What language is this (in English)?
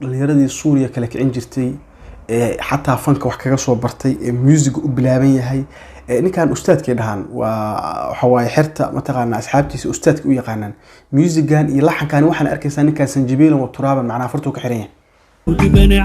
Somali